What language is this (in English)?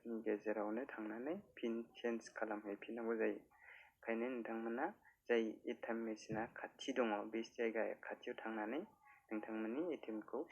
Bodo